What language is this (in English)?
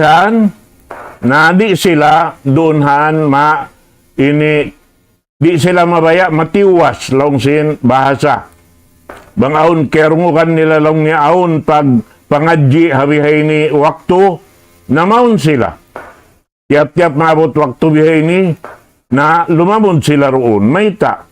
Tausug